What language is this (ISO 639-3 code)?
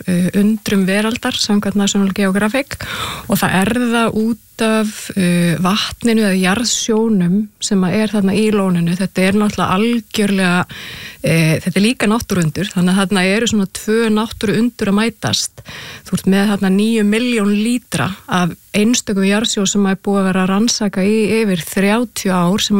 isl